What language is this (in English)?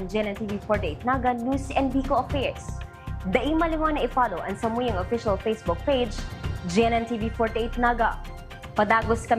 Bikol